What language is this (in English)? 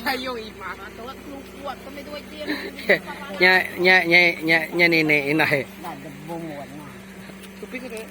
Iban